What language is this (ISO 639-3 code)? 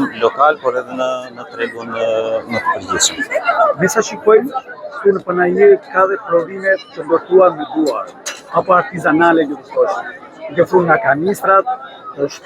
sqi